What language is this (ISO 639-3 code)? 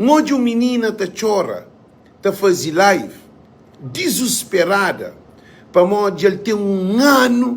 kea